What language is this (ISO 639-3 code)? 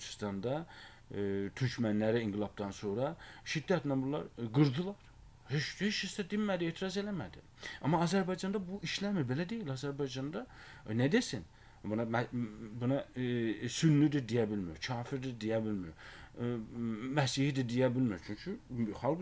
aze